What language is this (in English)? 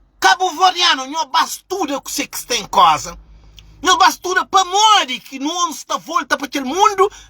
Kabuverdianu